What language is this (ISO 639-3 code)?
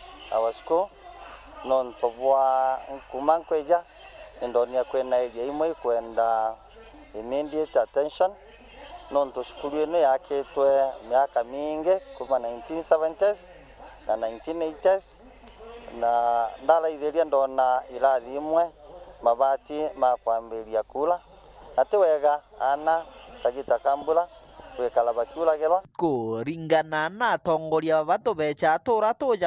mer